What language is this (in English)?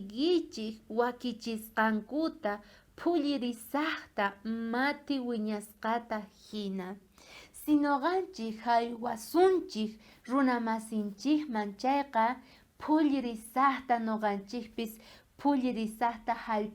South Bolivian Quechua